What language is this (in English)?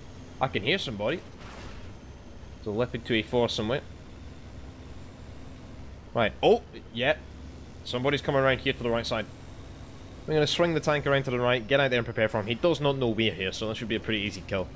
English